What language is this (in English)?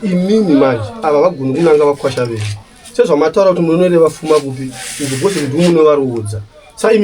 Shona